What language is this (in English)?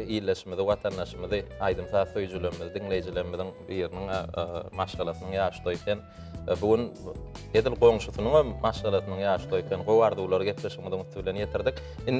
Turkmen